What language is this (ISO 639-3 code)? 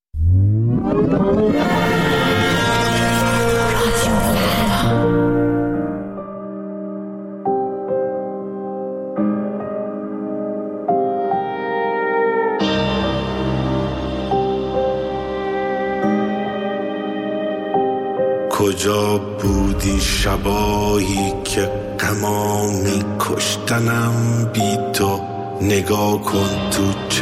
fas